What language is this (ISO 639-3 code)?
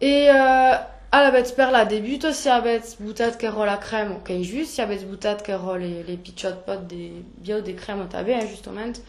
oci